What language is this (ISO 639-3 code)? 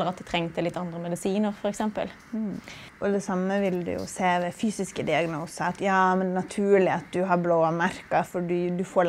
nor